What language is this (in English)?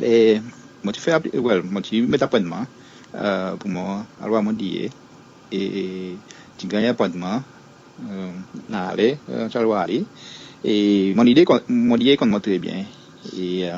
Seselwa Creole French